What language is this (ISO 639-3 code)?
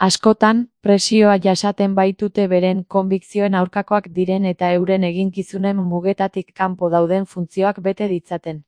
eus